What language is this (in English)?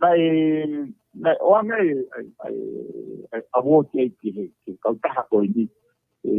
Tongan